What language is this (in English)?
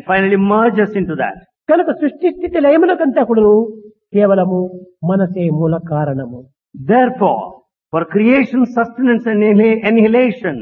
Telugu